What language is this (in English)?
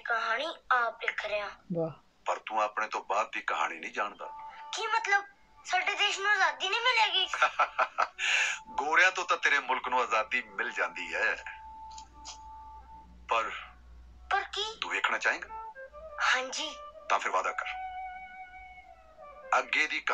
Punjabi